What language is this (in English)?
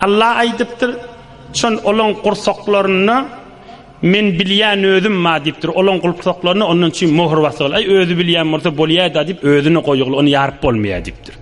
Turkmen